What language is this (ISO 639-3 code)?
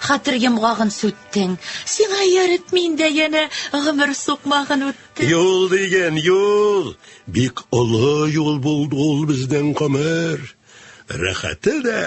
tat